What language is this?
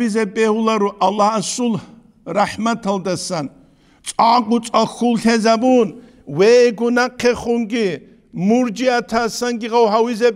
Avaric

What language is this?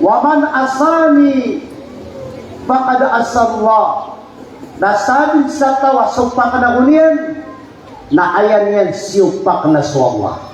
Maranao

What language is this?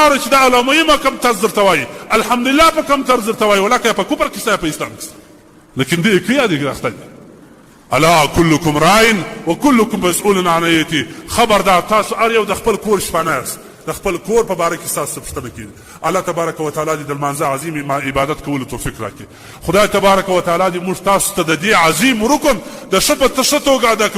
Pashto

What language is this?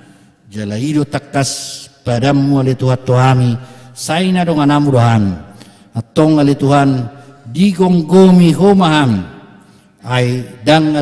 Batak Toba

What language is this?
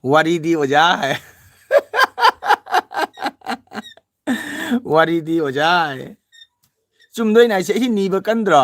Manipuri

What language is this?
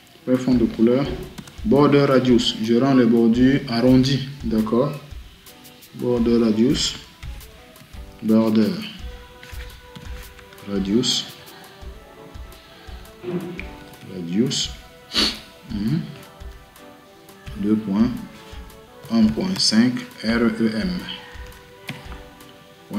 French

